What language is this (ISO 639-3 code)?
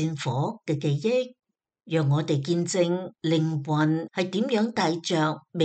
yue